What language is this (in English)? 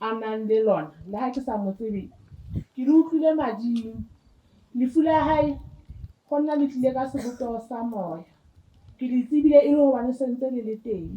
Southern Sotho